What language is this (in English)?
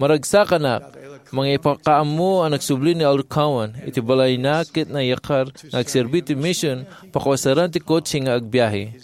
Iloko